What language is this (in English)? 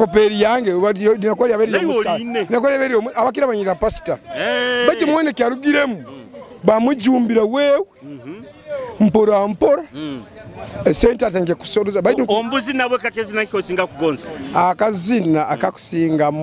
Nyoro